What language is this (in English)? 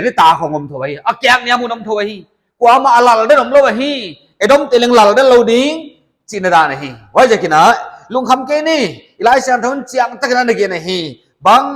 Paite Chin